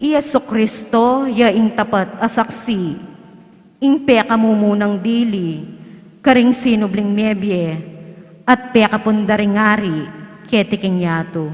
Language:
Pampanga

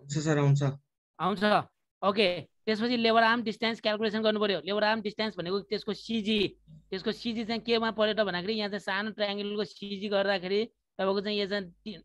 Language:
Nepali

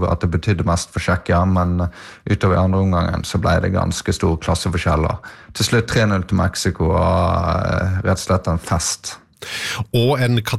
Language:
Norwegian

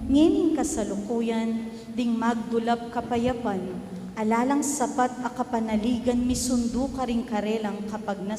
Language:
Pampanga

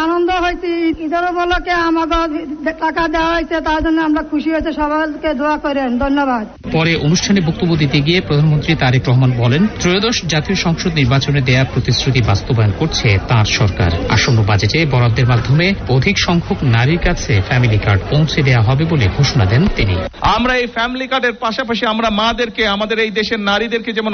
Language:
Bangla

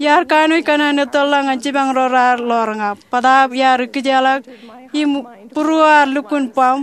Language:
Marshallese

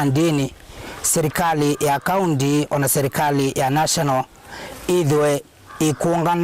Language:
Kamba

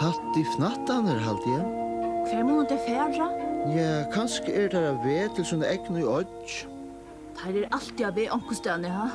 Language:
Faroese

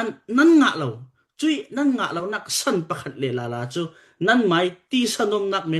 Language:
Falam Chin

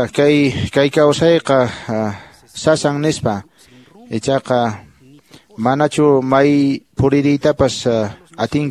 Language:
Quechua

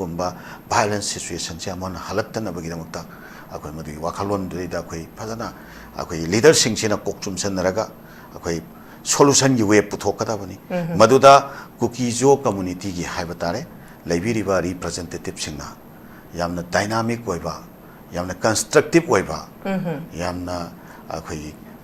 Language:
Manipuri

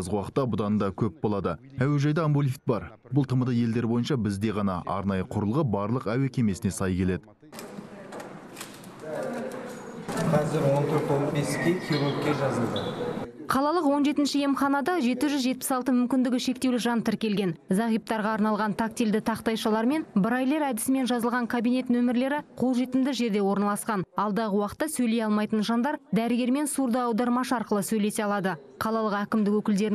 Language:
Kazakh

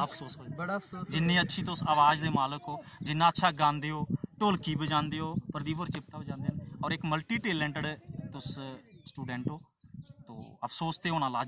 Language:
Dogri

